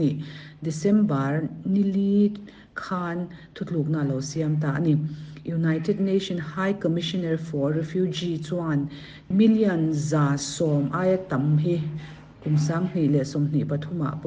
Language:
Mizo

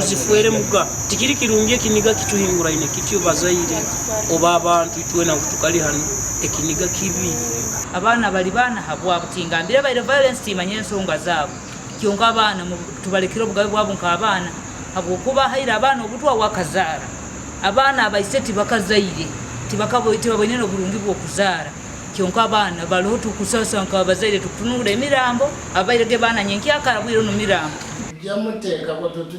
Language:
Nyankole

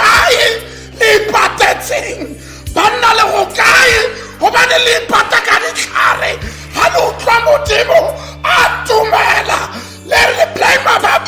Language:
Tswana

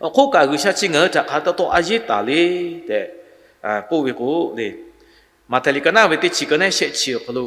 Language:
Lahu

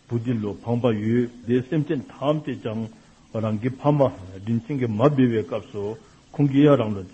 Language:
Dzongkha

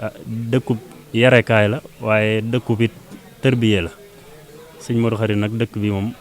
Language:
Wolof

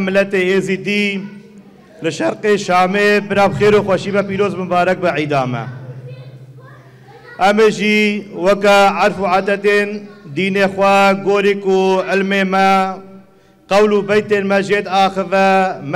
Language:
Kurdish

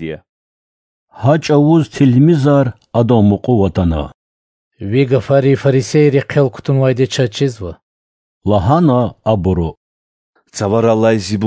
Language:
Lezghian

